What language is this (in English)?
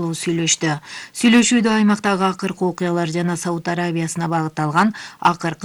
Kyrgyz